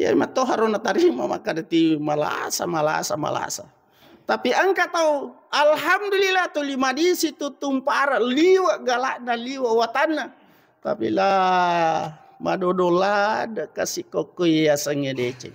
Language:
Buginese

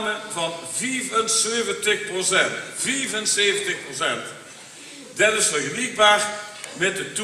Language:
Limburgish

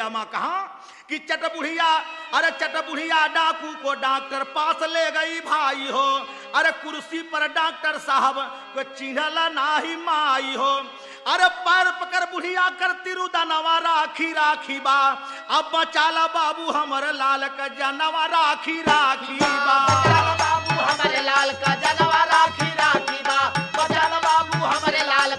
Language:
Bhojpuri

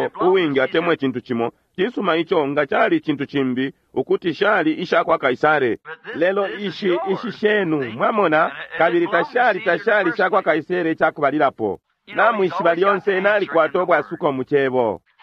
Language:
Bemba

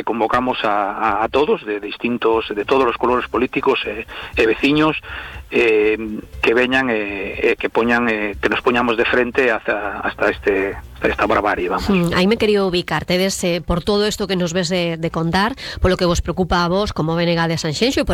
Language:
Galician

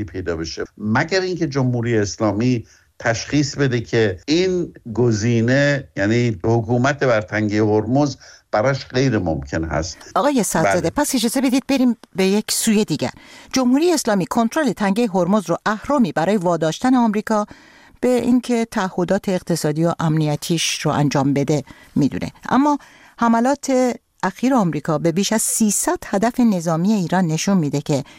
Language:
Persian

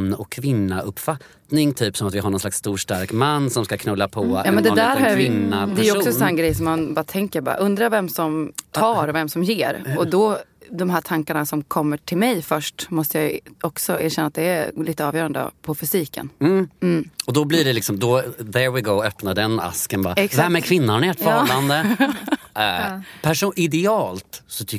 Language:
Swedish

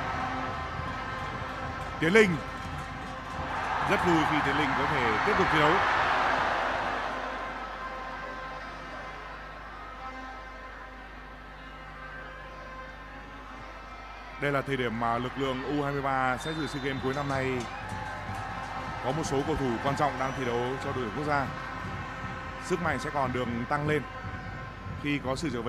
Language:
Vietnamese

